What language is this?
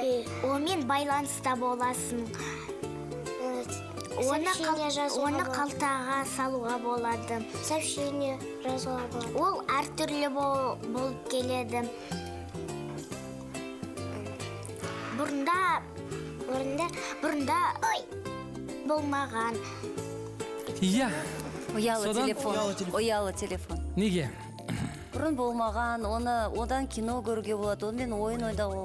Kazakh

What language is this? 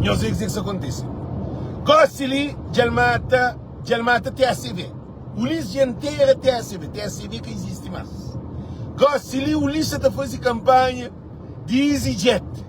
Kabuverdianu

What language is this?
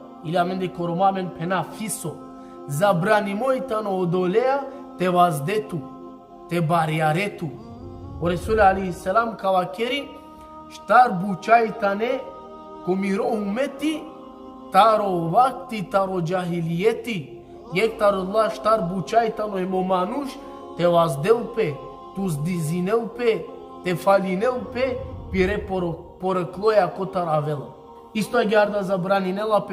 Balkan Romani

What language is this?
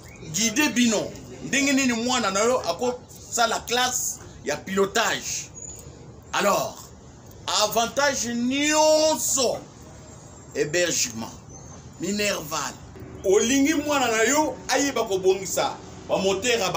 Lingala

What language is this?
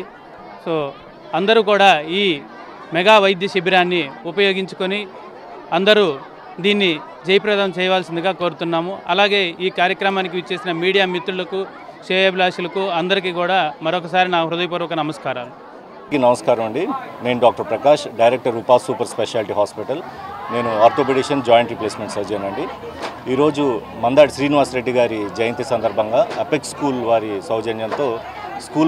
Telugu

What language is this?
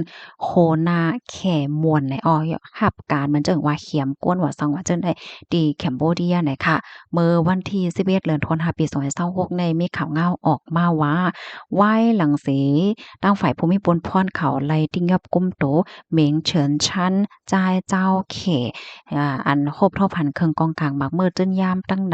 Shan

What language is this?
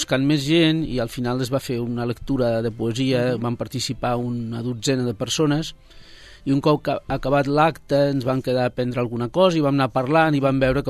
Catalan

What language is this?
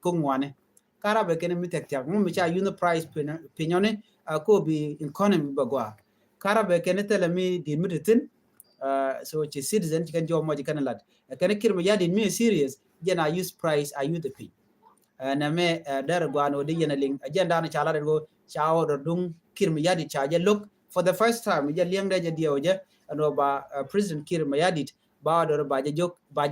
Nuer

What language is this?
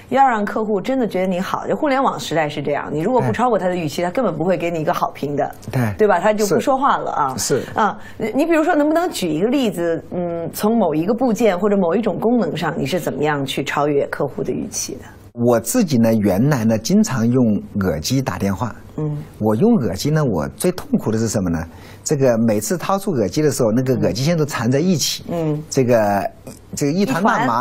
Chinese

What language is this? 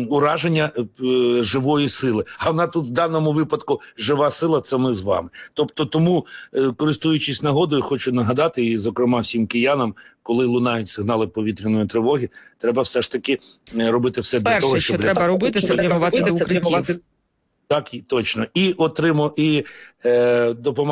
Ukrainian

